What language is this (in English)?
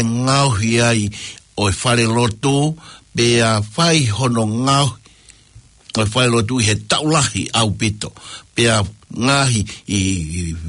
Tongan